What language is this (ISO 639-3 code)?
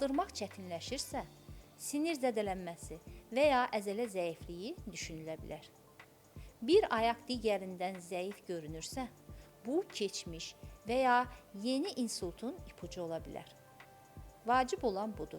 aze